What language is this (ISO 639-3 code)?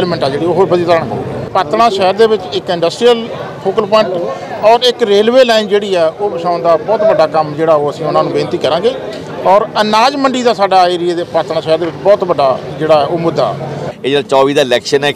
pan